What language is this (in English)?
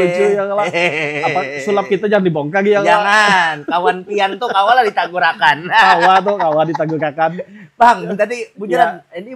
Banjar